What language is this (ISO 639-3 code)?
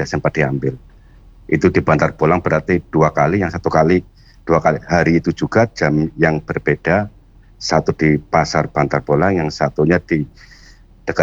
ind